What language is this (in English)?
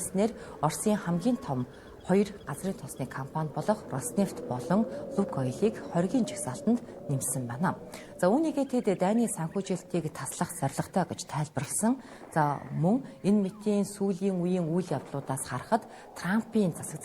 Mongolian